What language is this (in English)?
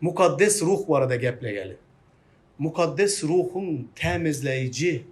Turkmen